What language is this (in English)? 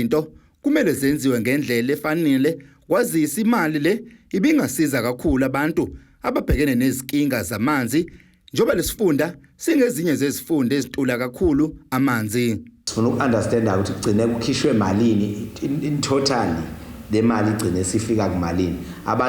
Zulu